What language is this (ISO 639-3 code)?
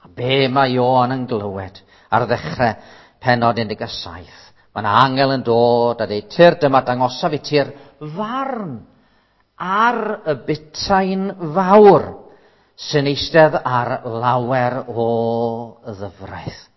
cym